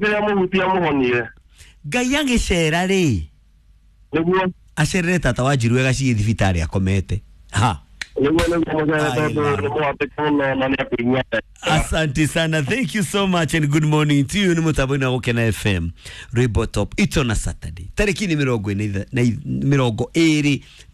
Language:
Kikuyu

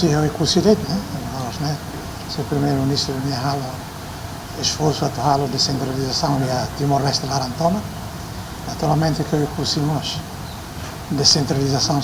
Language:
Tetum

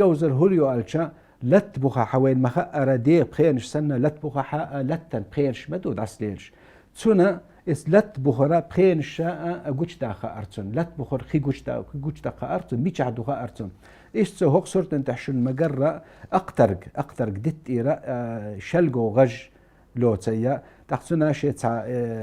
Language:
Chechen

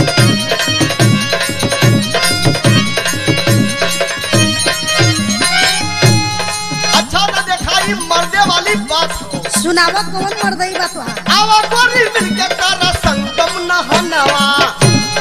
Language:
Bhojpuri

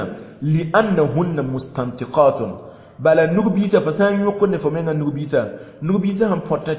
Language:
Mossi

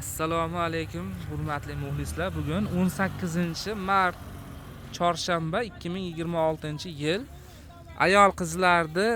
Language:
Uzbek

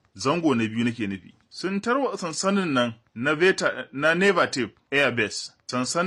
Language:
Hausa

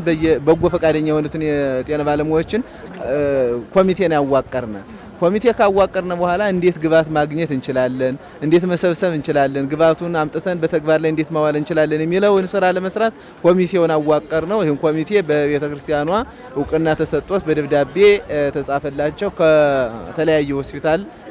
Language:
Amharic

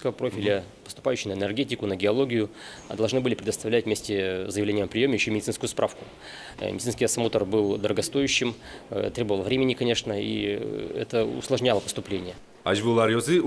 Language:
Udmurt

